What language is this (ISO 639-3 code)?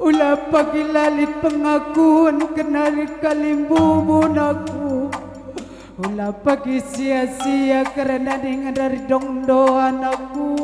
btx